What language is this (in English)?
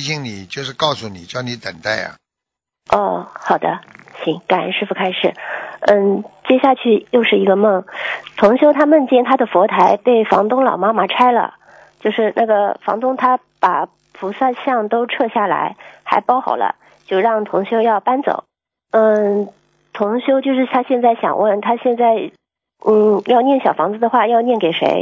Chinese